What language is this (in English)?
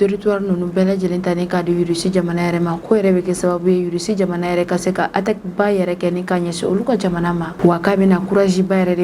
Bambara